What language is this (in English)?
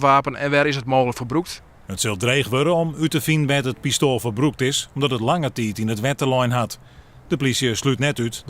Western Frisian